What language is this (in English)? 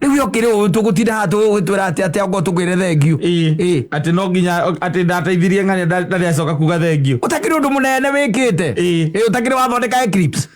Kikuyu